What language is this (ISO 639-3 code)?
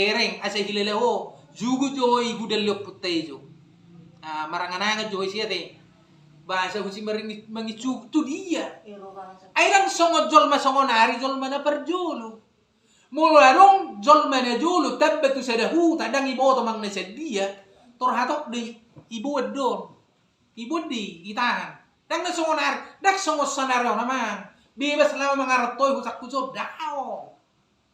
bbc